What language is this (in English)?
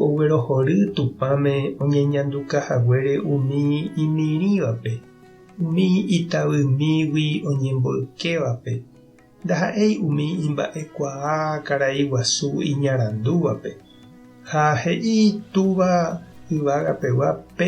Guarani